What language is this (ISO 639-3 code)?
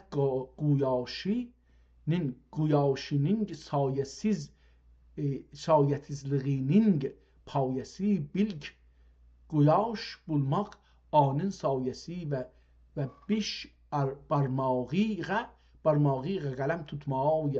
azb